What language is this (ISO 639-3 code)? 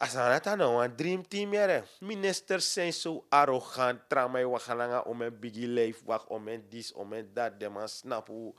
srn